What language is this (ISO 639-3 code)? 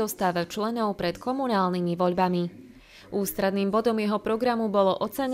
slk